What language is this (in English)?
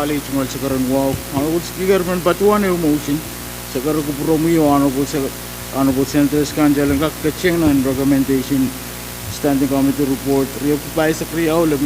Pohnpeian